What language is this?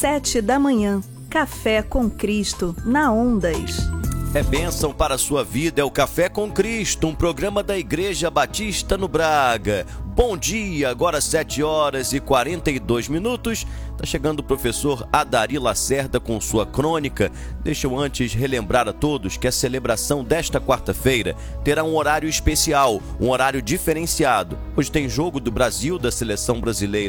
Portuguese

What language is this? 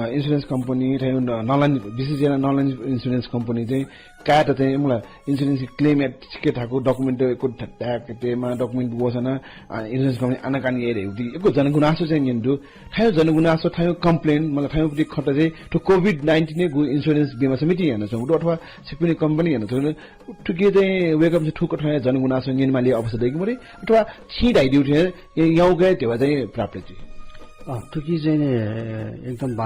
Newari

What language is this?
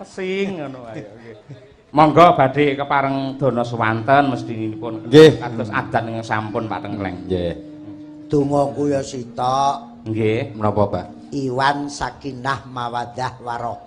Javanese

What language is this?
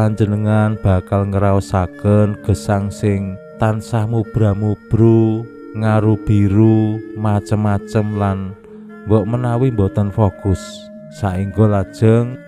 Javanese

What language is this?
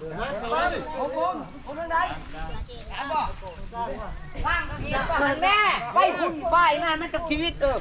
Lao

